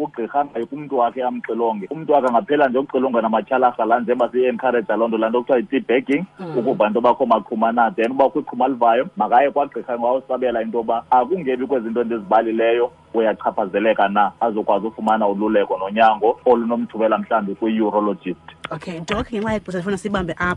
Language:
Xhosa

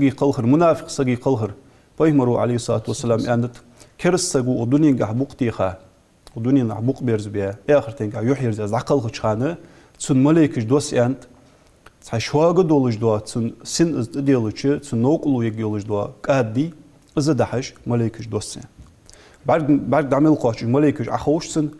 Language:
Ingush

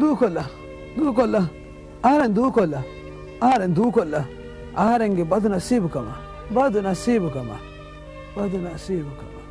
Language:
Divehi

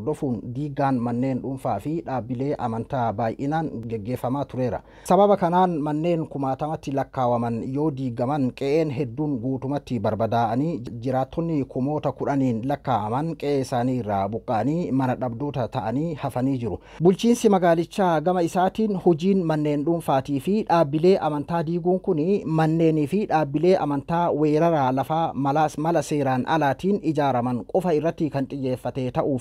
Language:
Oromo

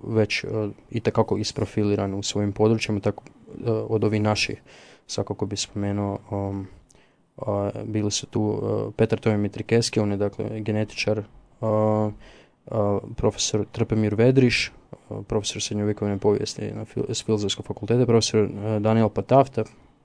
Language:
Croatian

